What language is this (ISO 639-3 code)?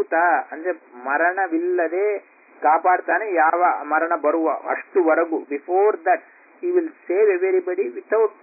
kan